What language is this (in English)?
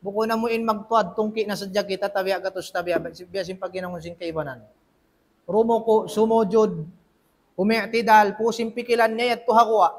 Tausug